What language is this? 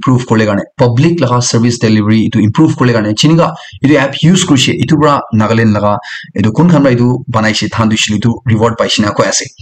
Naga Pidgin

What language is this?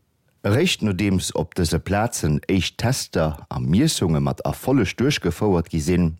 Luxembourgish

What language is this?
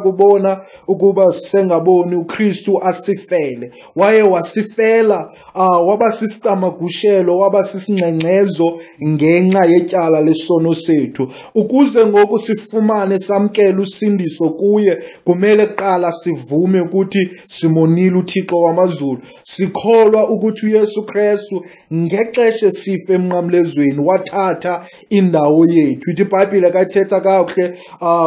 Xhosa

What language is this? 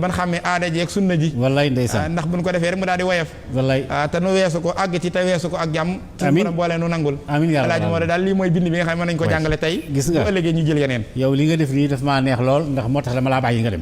Wolof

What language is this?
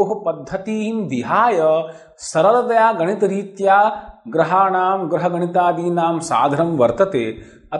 Sanskrit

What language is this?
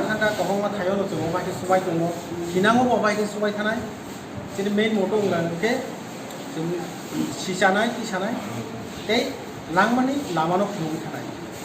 Kok Borok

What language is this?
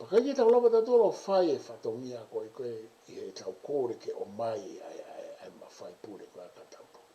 Tongan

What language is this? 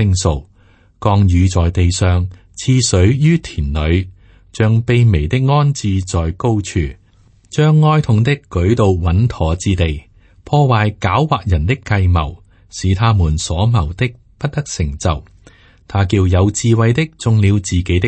Cantonese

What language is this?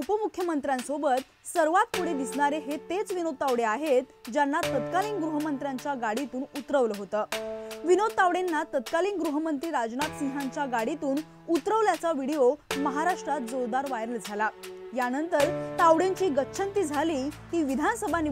Marathi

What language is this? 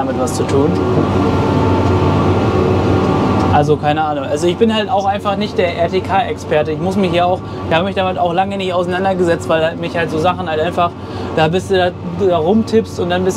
German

